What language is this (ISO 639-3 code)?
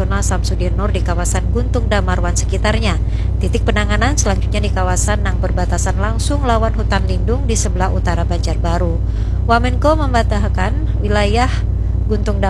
bjn